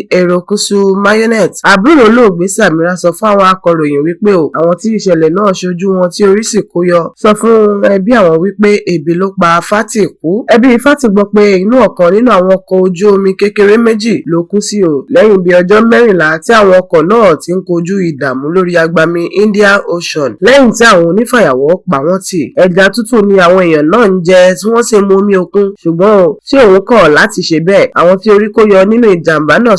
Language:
Yoruba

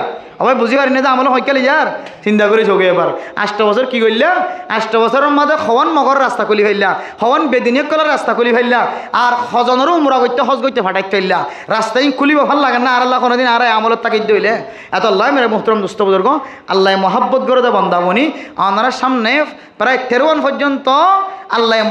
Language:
Rohingya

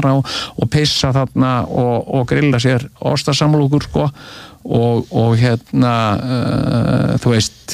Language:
Icelandic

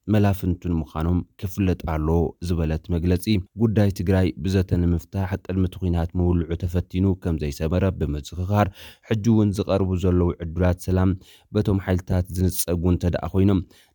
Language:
Tigrinya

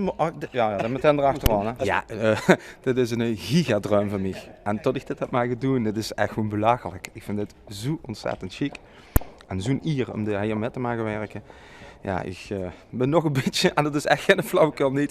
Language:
Limburgish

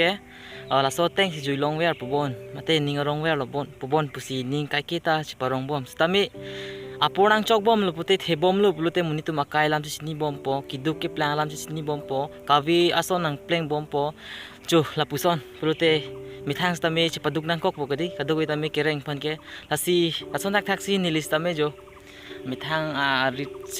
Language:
Karbi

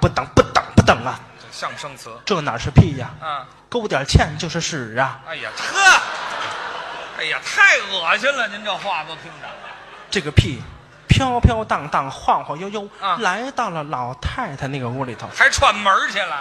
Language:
Chinese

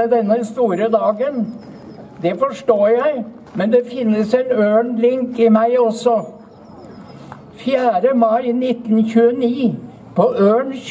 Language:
Norwegian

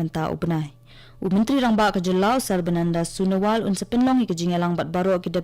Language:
Khasi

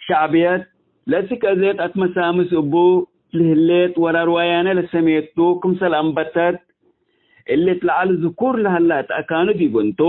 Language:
Tigre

